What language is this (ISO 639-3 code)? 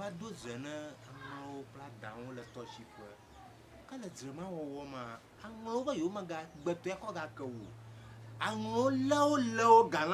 ewe